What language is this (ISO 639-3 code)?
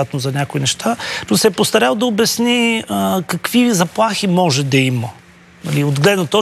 bul